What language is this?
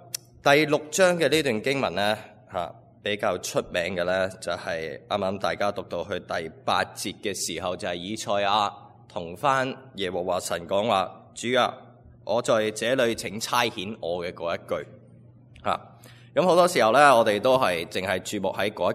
Cantonese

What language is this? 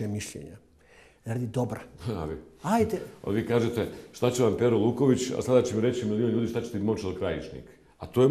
Bosnian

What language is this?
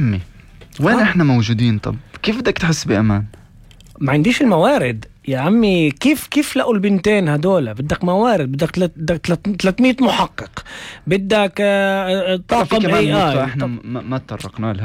North Levantine Arabic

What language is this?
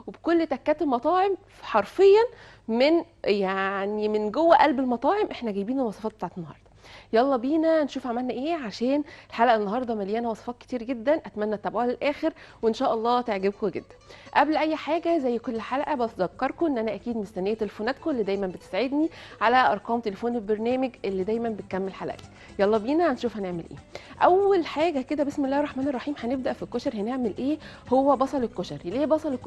Egyptian Arabic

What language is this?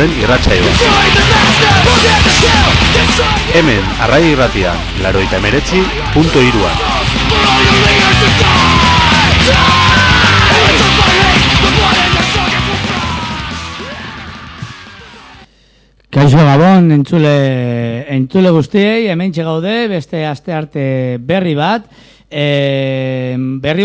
Basque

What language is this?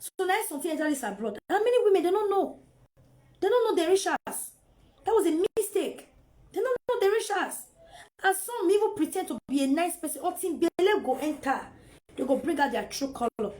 Nigerian Pidgin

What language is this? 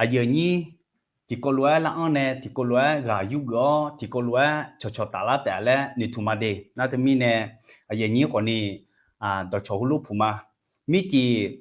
Akha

